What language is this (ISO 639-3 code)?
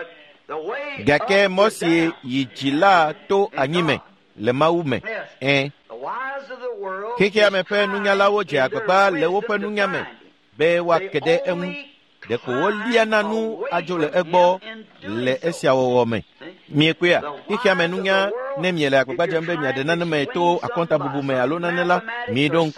ewe